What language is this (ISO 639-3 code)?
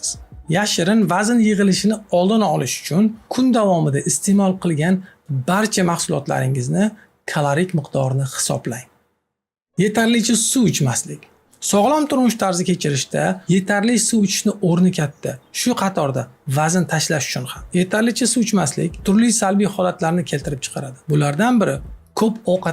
uzb